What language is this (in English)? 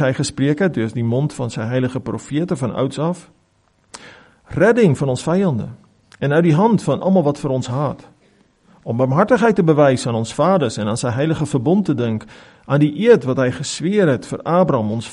Afrikaans